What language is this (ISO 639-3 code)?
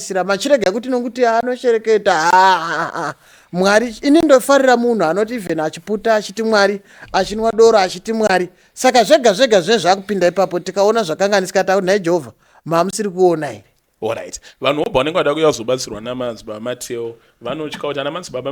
sna